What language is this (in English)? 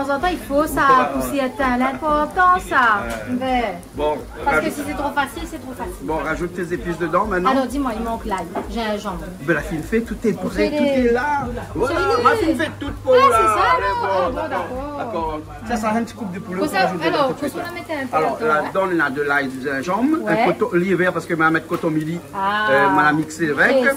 Réunion Creole French